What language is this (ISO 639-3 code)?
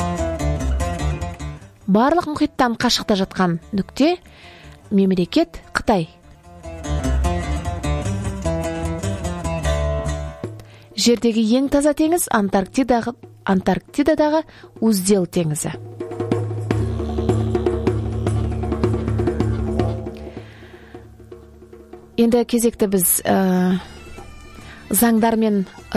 kaz